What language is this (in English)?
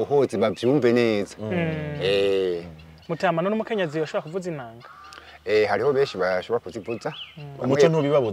Rundi